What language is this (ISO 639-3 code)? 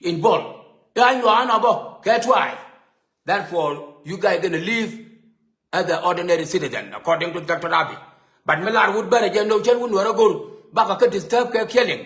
nus